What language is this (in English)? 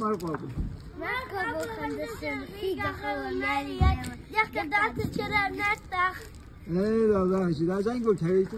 Ingush